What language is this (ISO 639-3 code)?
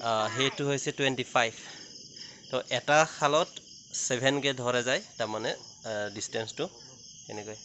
asm